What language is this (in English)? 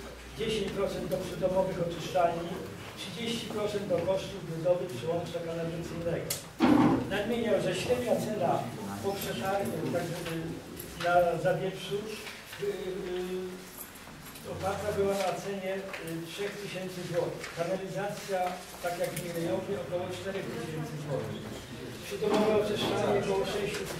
Polish